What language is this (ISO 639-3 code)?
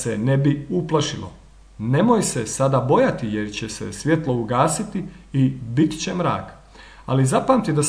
hrv